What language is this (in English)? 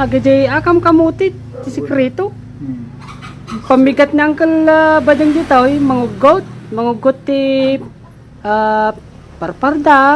Iloko